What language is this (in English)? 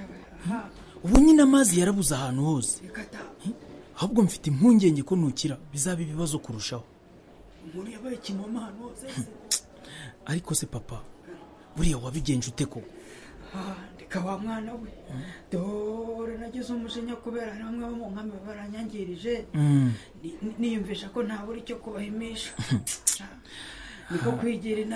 Kinyarwanda